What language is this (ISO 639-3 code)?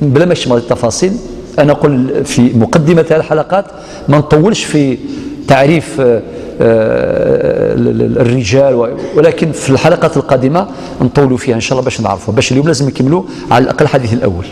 arq